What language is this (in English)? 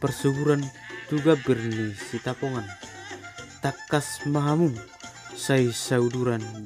Batak Toba